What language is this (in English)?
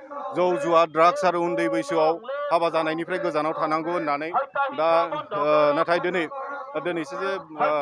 Bodo